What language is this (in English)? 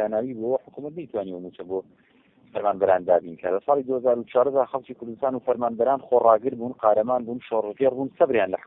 Central Kurdish